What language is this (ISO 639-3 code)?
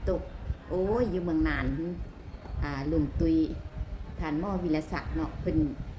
lao